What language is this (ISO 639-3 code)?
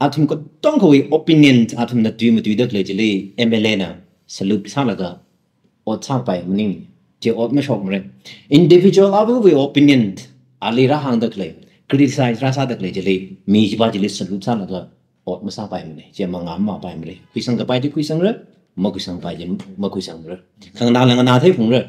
nmf